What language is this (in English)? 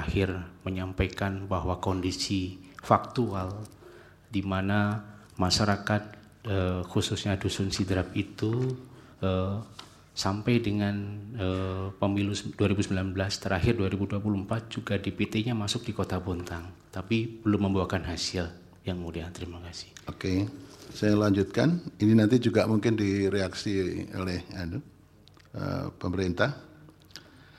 Indonesian